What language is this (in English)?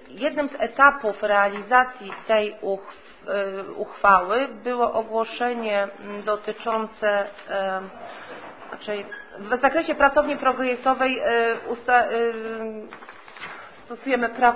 Polish